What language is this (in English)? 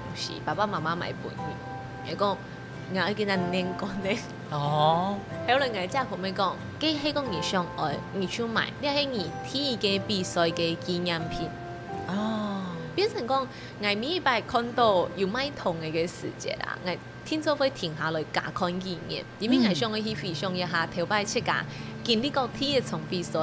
Hakka Chinese